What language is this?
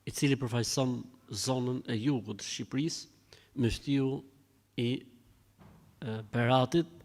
Albanian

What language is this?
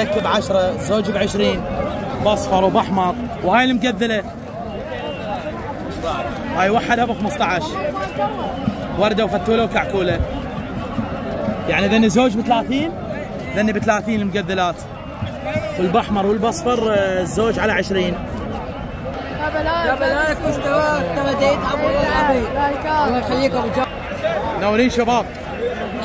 Mesopotamian Arabic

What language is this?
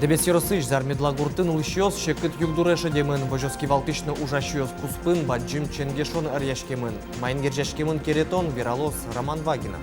Udmurt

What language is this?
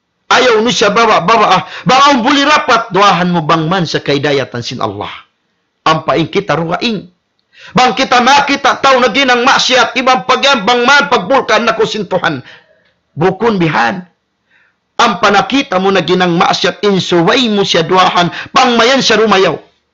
Tausug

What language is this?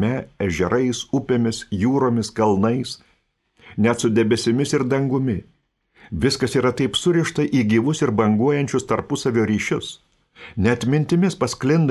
Lithuanian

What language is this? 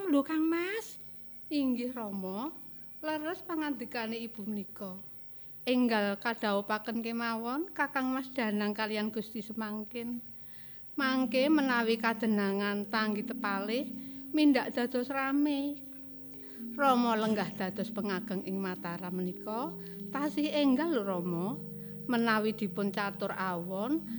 Javanese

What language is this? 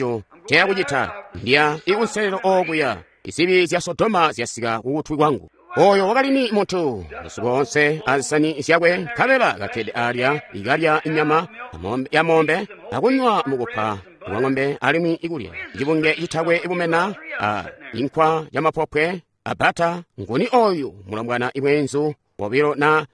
Tonga (Zambia)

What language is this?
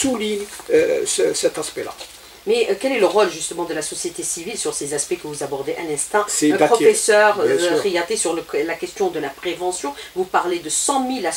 French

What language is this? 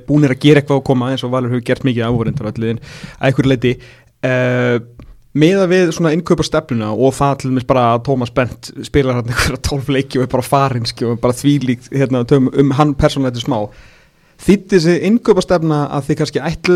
Icelandic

